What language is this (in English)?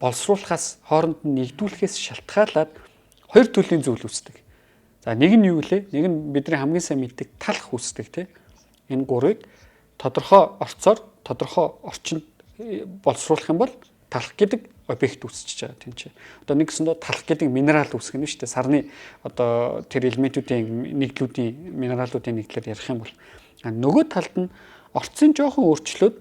Mongolian